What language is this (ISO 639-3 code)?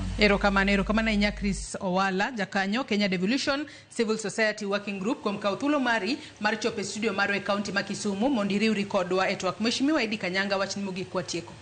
luo